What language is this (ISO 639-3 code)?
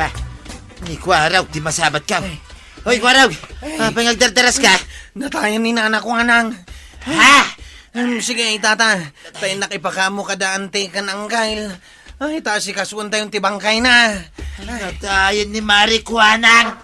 ilo